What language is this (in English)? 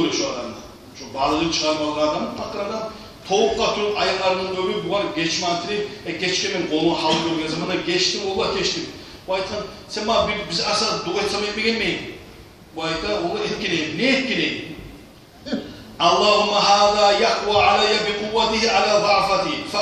Kumyk